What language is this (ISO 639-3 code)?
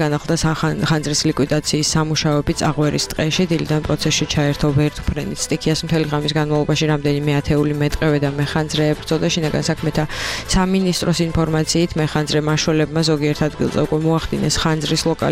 kat